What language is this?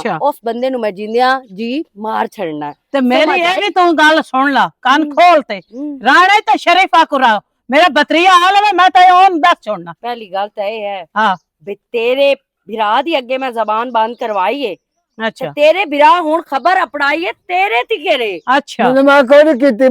Western Panjabi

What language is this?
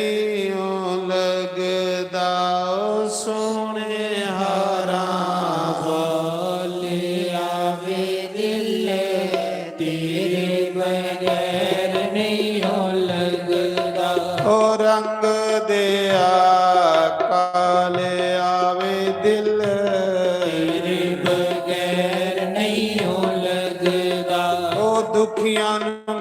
Dogri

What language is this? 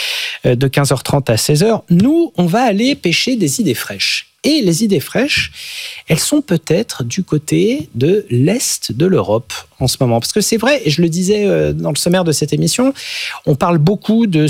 French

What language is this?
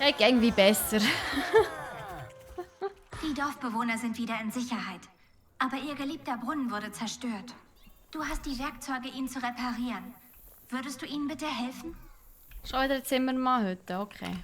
Swiss German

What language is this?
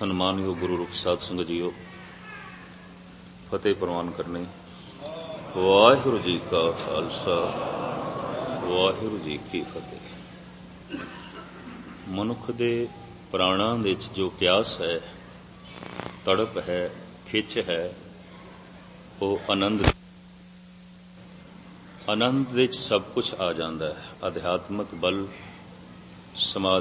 Punjabi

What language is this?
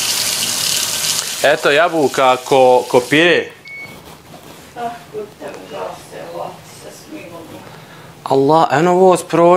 Bosnian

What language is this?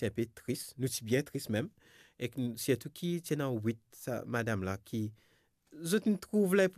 Morisyen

